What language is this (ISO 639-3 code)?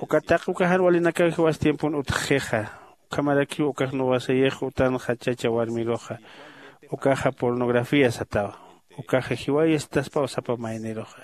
aym